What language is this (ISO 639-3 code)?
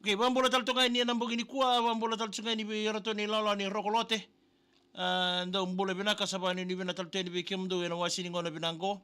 fij